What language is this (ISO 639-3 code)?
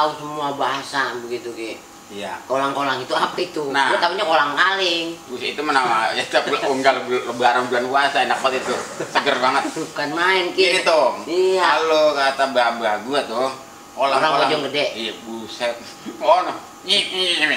bew